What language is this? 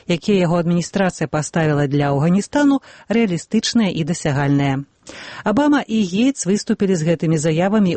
Belarusian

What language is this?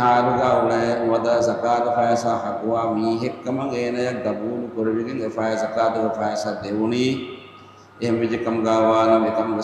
Divehi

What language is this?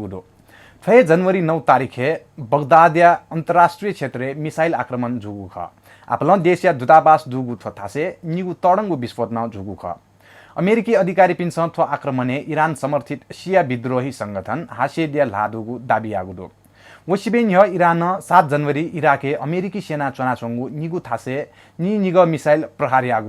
Newari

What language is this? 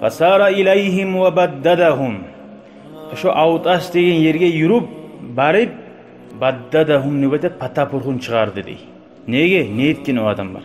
Kumyk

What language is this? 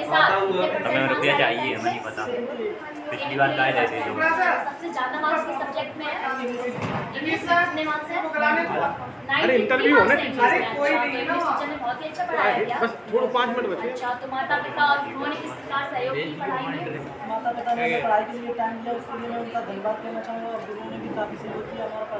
Hindi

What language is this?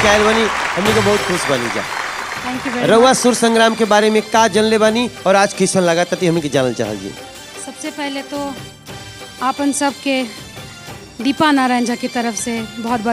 Bhojpuri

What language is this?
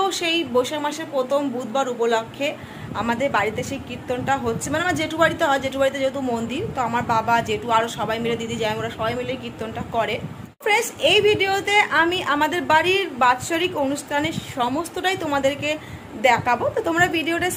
Bangla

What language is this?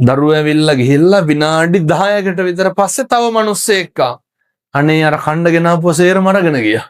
Sinhala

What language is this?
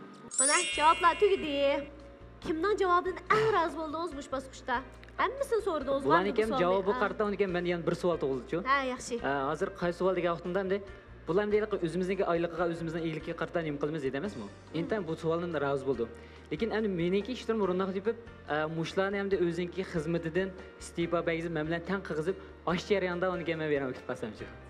Uyghur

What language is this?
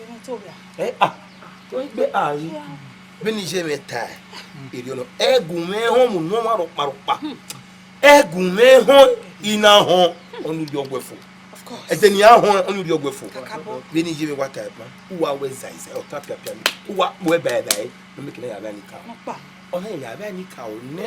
Bini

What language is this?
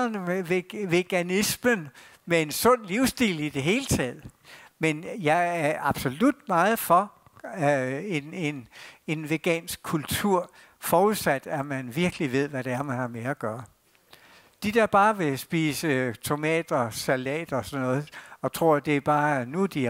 Danish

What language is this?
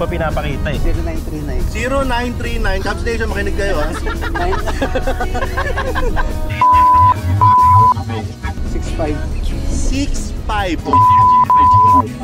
Filipino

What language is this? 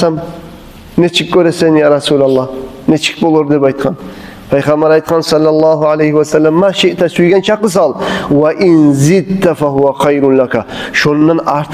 Kumyk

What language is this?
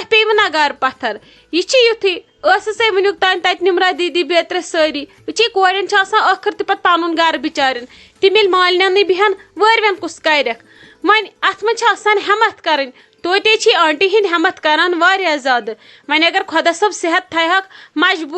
Kashmiri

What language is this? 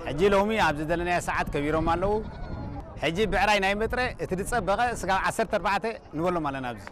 Tigrinya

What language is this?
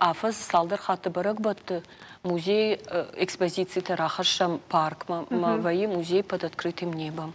Ossetic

